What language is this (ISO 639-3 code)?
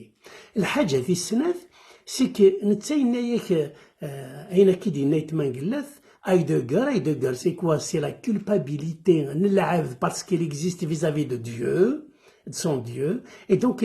kab